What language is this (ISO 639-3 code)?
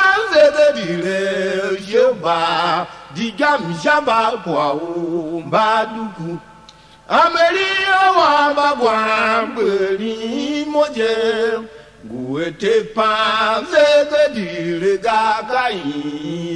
tiv